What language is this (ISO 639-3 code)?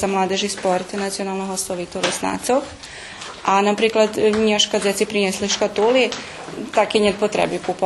rue